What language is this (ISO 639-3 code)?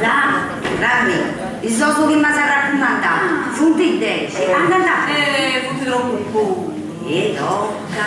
srd